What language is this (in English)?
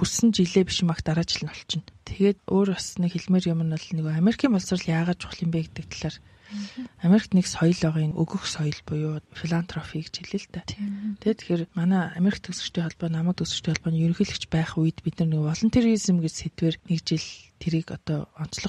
Mongolian